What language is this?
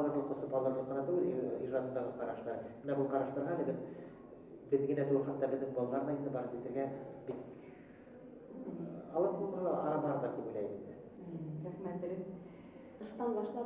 Bashkir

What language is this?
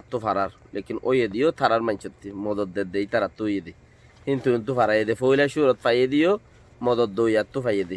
Rohingya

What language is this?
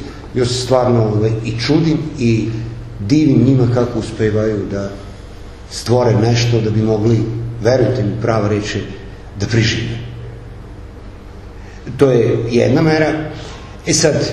Serbian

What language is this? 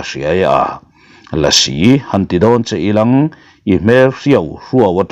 Mizo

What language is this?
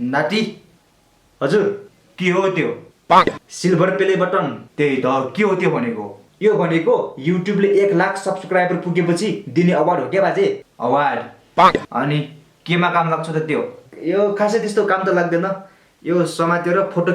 Nepali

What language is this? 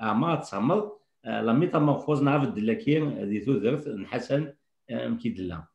Kabyle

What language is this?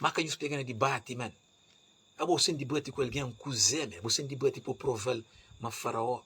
Kabuverdianu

